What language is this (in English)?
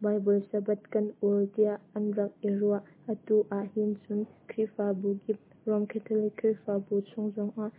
Hakha Chin